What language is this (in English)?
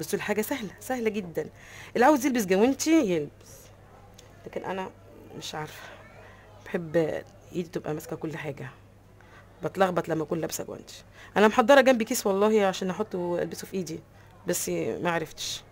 Egyptian Arabic